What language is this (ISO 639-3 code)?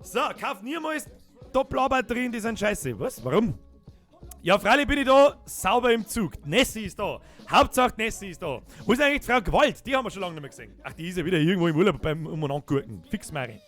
bar